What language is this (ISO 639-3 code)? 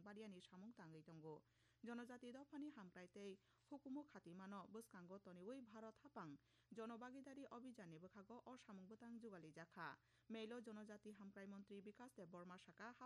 trp